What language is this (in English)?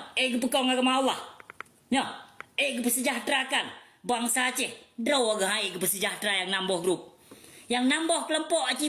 Achinese